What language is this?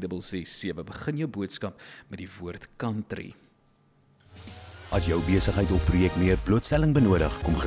Afrikaans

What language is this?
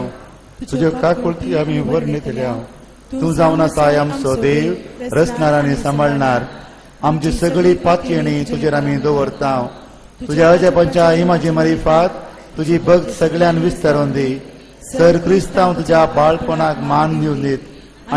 Konkani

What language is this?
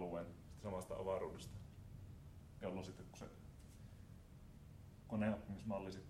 Finnish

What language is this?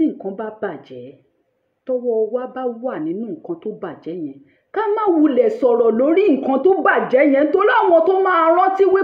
Yoruba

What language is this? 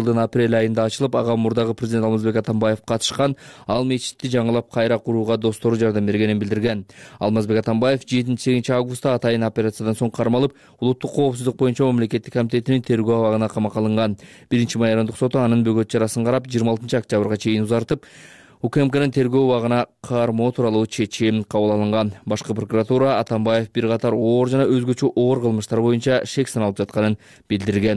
Kyrgyz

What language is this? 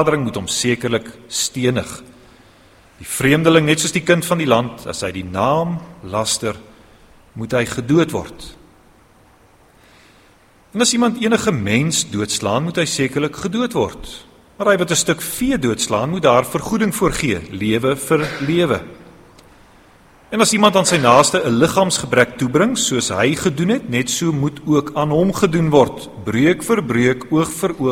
Afrikaans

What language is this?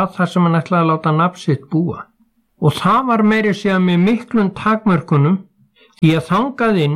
Icelandic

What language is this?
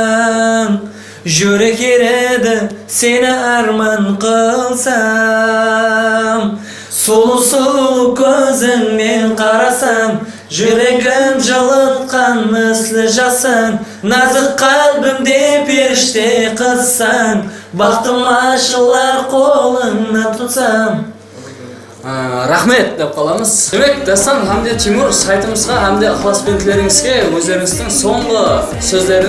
Kara-Kalpak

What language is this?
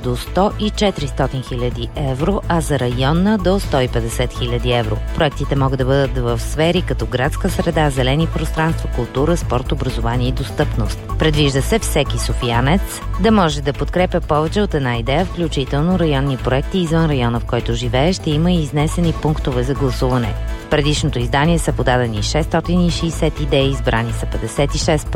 Bulgarian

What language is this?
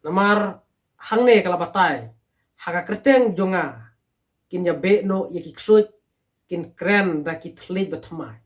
Khasi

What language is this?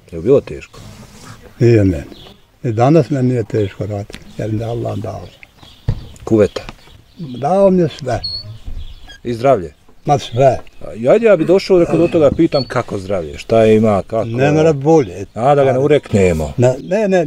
Bosnian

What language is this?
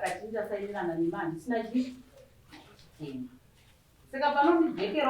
Shona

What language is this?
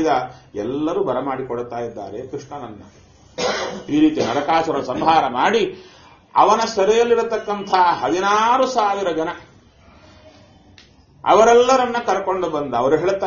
Kannada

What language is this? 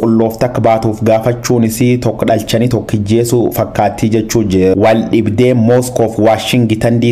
Oromo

